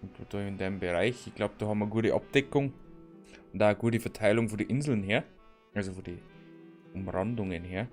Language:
Bavarian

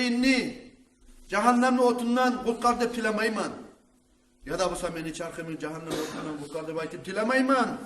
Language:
Kumyk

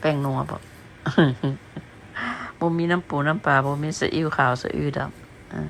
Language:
Lao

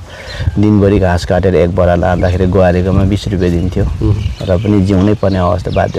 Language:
Nepali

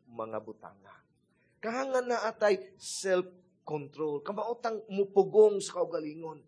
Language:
Cebuano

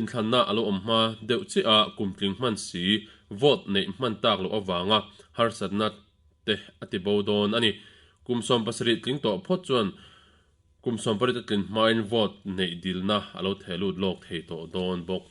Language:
Mizo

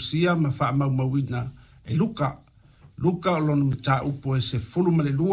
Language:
Samoan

